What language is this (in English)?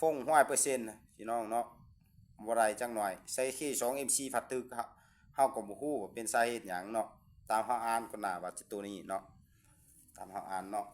Lao